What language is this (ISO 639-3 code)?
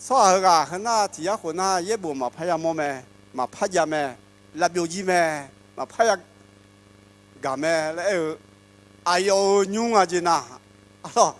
ahk